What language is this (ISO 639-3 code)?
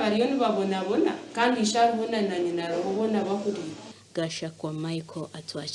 nyn